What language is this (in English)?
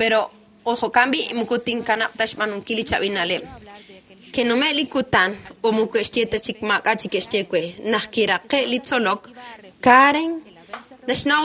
Kekchí